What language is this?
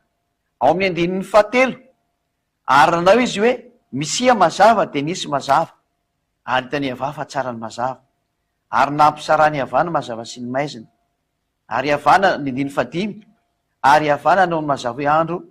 Malagasy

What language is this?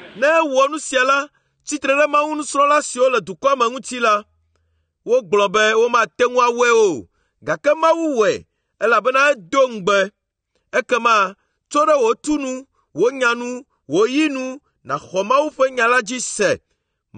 Ewe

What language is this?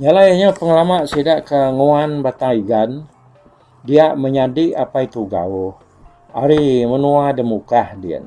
Iban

